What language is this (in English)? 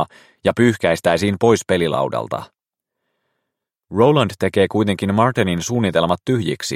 Finnish